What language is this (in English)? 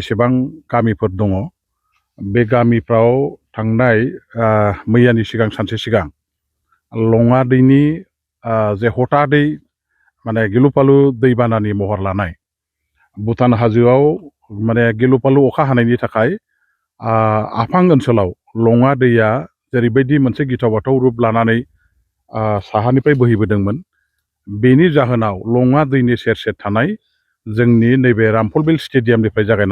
Bodo